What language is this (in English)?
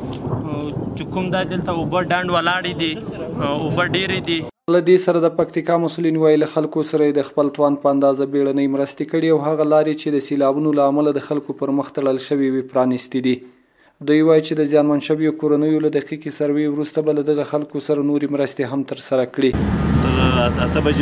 Pashto